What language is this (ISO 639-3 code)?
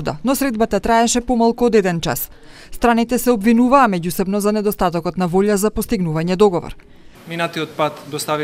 mkd